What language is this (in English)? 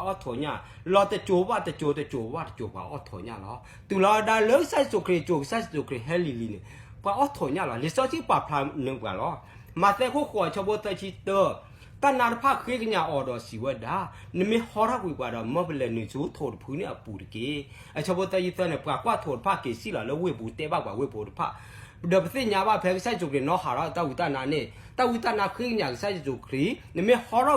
S'gaw Karen